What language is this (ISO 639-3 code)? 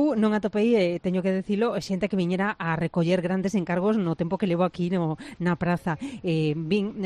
glg